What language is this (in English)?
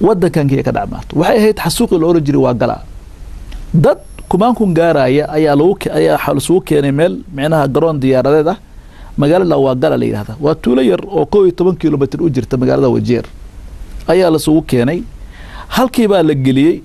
Somali